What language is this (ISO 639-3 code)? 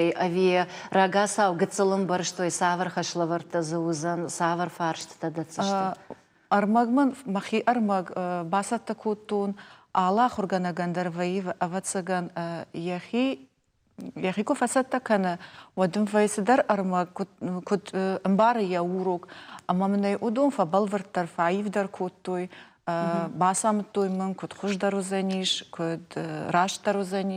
oss